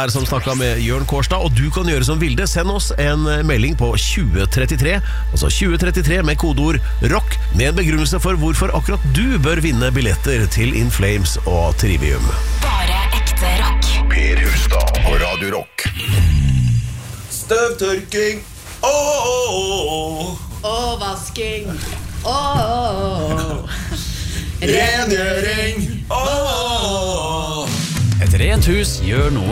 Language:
Norwegian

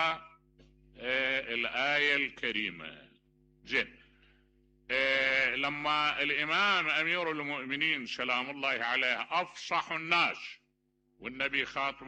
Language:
Mesopotamian Arabic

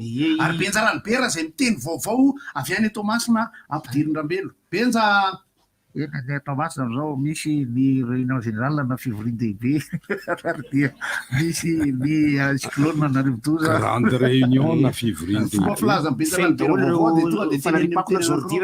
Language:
Malagasy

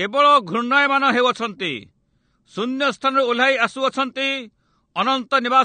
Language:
Odia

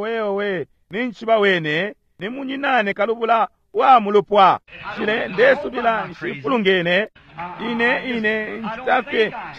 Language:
Bemba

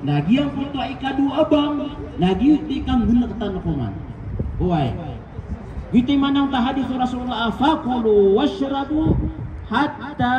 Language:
Maranao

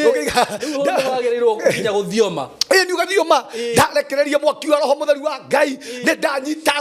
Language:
Kikuyu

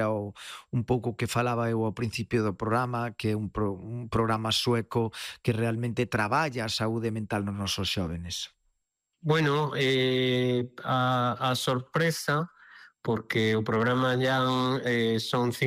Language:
Galician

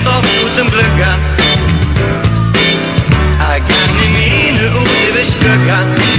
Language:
Icelandic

